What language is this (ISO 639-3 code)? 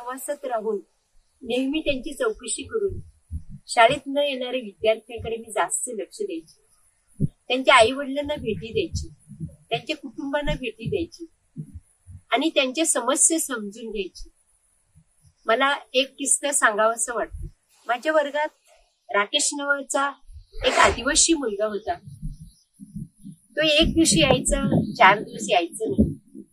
mar